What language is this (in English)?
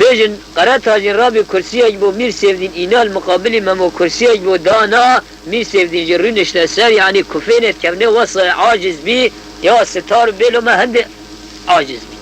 Kurdish